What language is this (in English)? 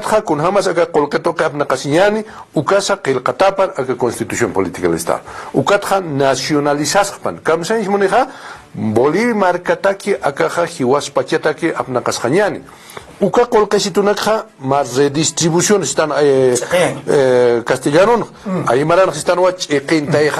Aymara